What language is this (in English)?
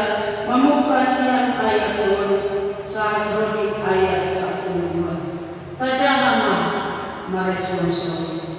Batak Toba